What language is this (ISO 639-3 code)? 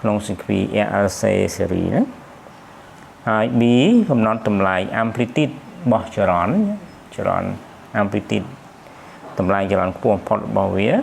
khm